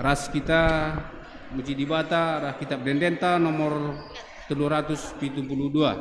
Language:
Batak Karo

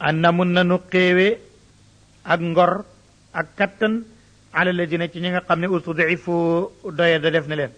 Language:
Wolof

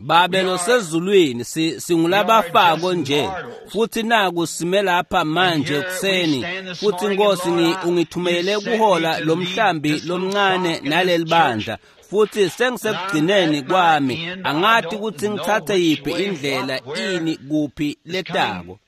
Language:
Swati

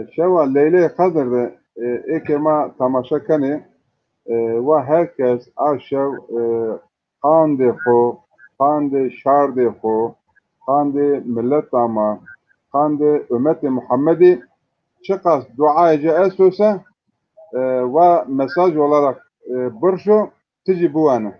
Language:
Zaza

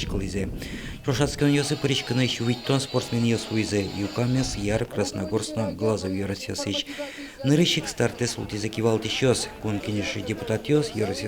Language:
Udmurt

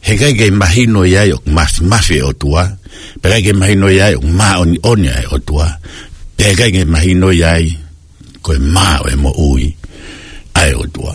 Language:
Tongan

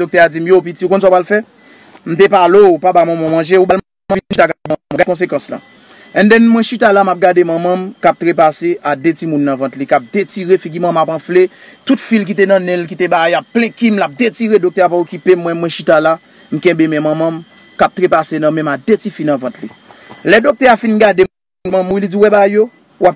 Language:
Haitian Creole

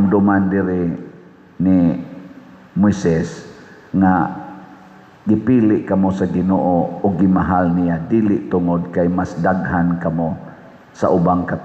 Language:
Cebuano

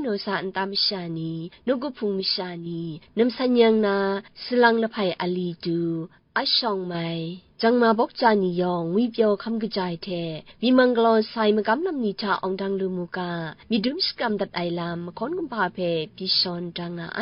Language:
Kachin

